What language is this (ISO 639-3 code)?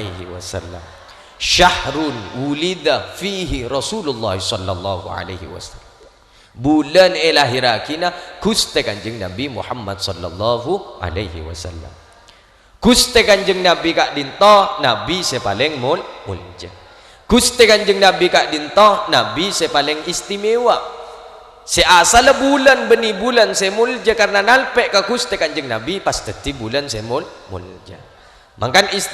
mad